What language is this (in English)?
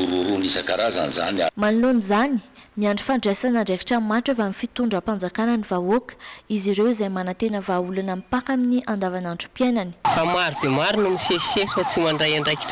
Malagasy